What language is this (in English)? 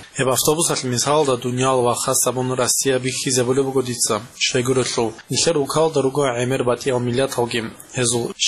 Avaric